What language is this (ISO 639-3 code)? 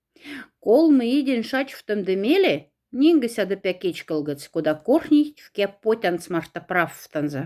mdf